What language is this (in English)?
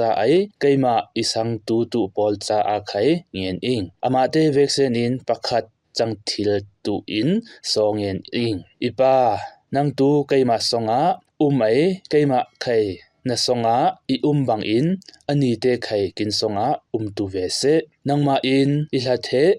Falam Chin